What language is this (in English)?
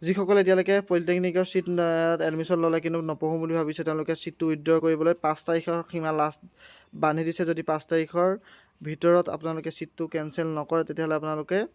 Assamese